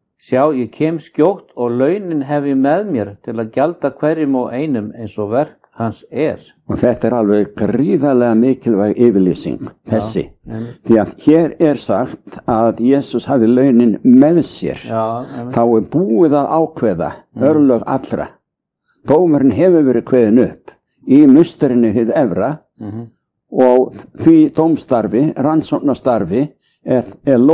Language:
Icelandic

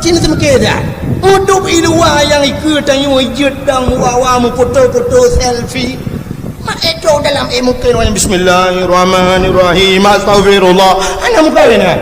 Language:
Achinese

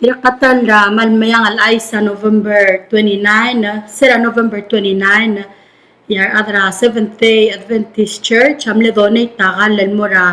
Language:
Palauan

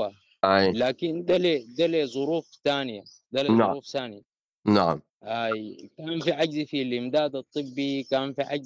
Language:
Sudanese Arabic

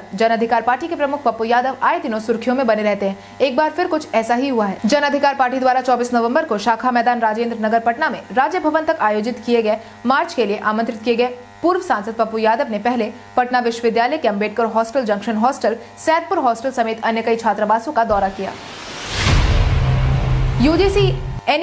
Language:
Hindi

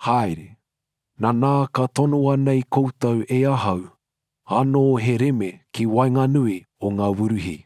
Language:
Māori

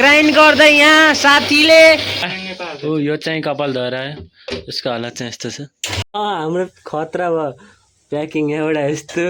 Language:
Nepali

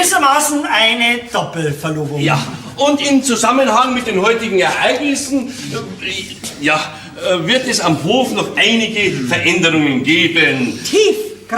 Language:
Bavarian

